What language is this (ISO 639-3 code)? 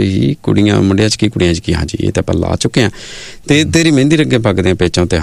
pan